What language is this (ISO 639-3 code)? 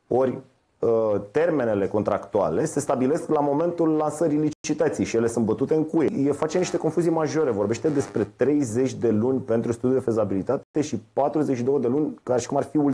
ron